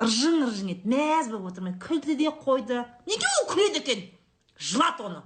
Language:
Kazakh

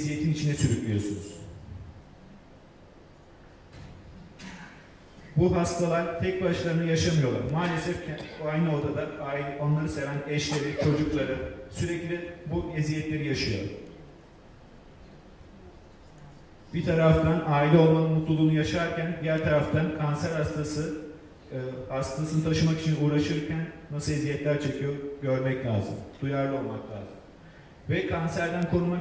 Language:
Turkish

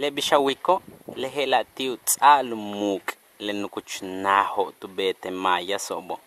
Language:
Yucateco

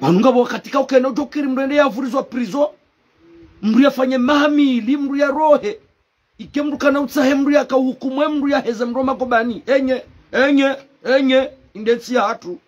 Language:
Ngazidja Comorian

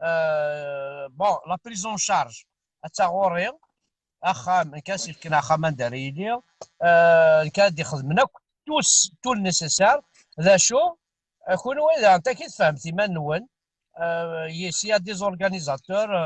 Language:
Kabyle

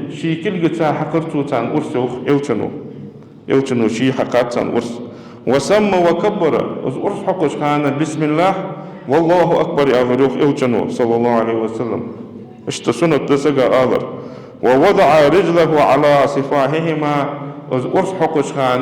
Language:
Ingush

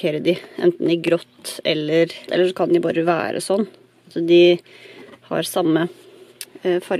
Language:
Norwegian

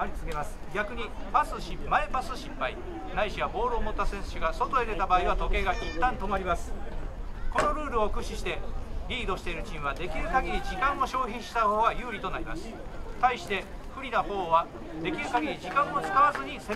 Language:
Japanese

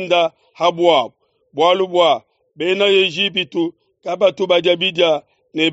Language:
Luba-Lulua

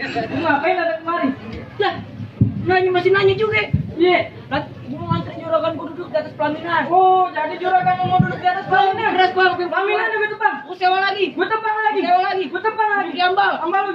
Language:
Betawi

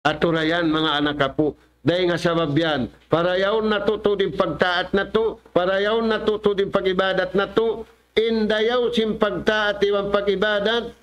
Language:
Tausug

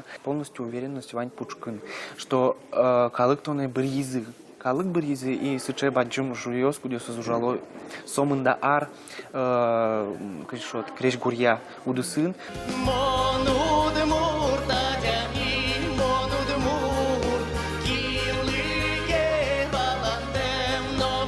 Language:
Udmurt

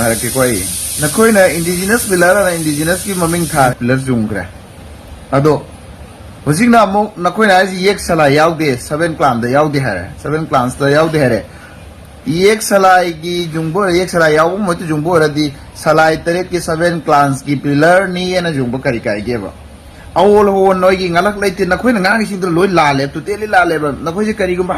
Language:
Manipuri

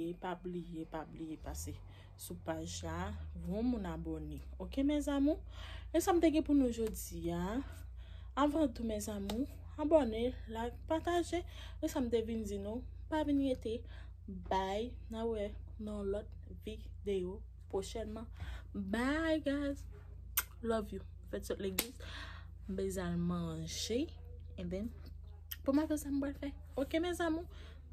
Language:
Haitian Creole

